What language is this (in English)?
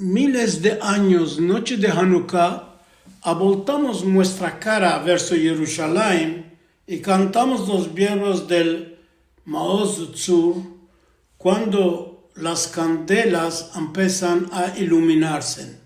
Ladino